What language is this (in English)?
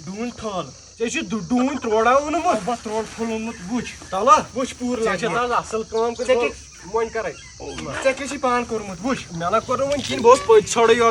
Kashmiri